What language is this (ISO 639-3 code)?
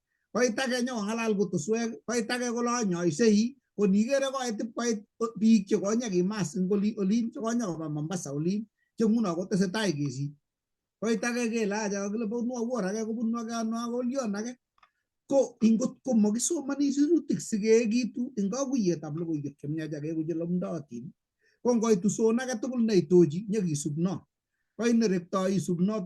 kln